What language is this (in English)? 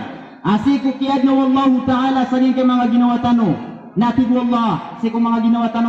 Maranao